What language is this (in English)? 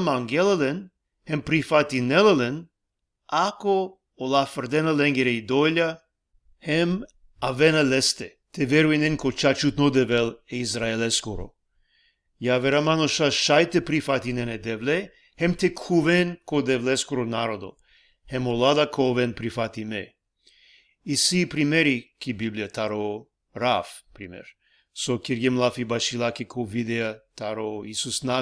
Balkan Romani